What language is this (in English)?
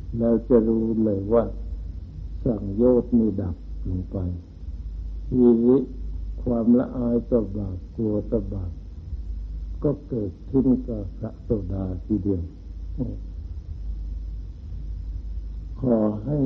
Thai